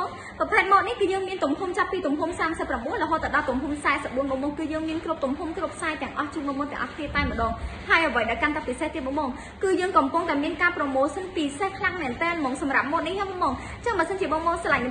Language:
Khmer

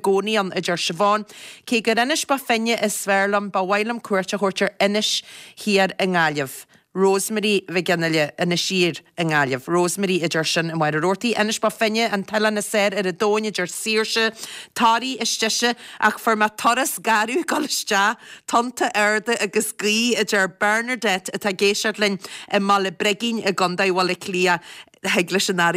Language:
Irish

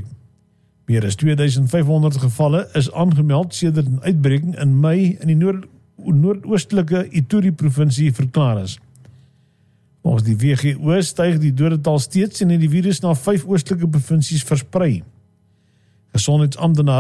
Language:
Afrikaans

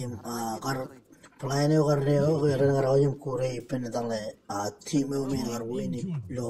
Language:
Marshallese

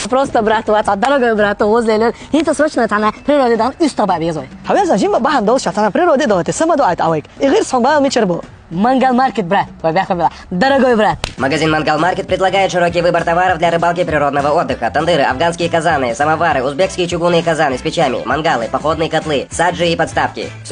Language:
Chechen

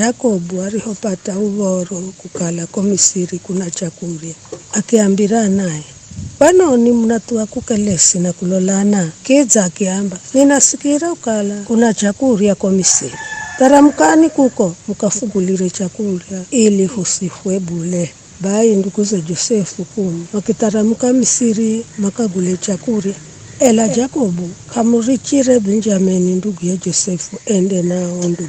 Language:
Giryama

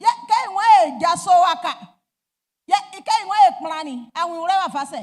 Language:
Baoulé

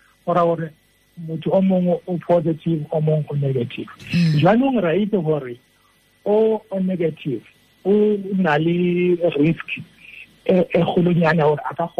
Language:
Tswana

